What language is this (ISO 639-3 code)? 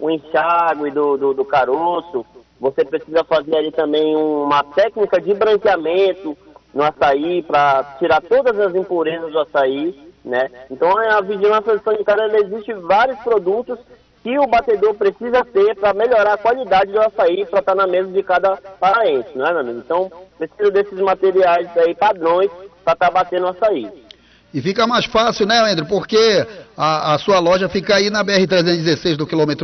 por